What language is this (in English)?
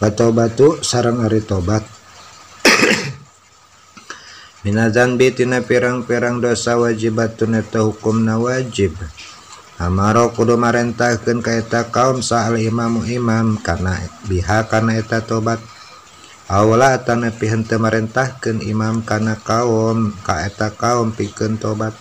Sundanese